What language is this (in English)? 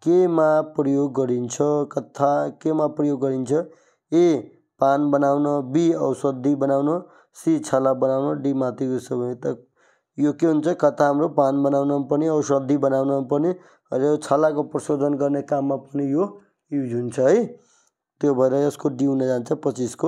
Nepali